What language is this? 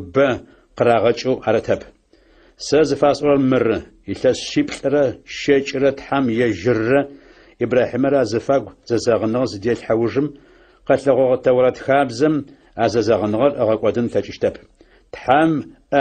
Adyghe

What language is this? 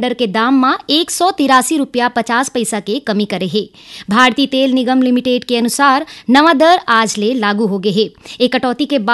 Chhattisgarhi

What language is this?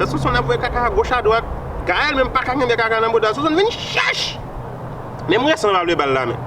Haitian Creole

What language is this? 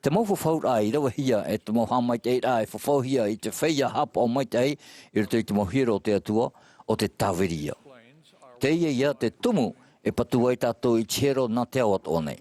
Tahitian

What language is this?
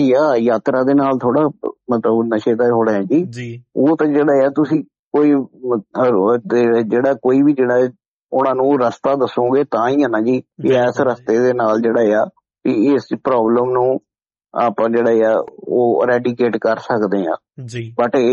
Punjabi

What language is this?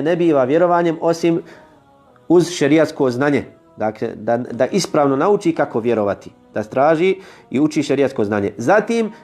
Bosnian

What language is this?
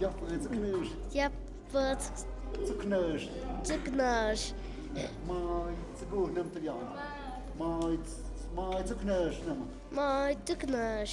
Tlahuitoltepec Mixe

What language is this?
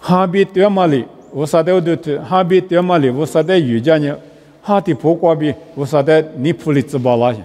Lisu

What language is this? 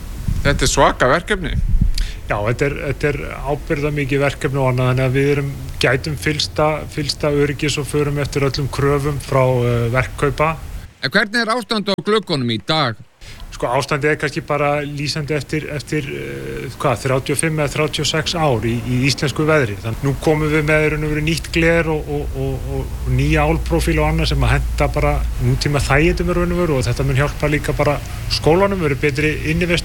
Icelandic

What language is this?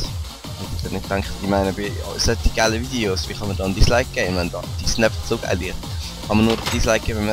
Swiss German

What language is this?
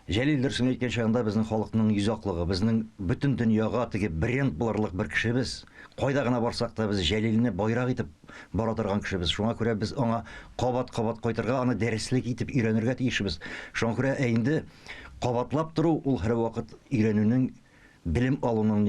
Tatar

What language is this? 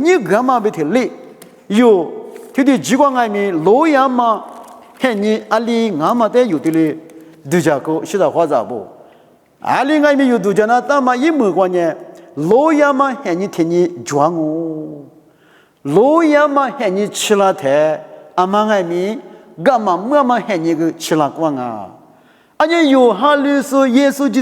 Lisu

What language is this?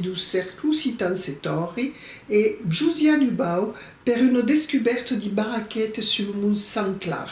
Occitan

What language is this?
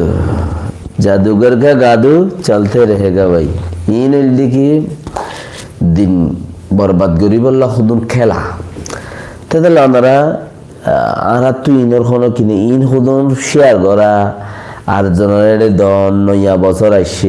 Rohingya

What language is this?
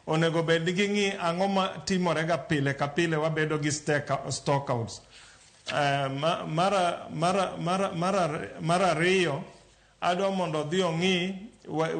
Luo (Kenya and Tanzania)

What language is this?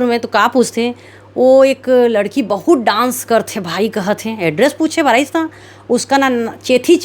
Chhattisgarhi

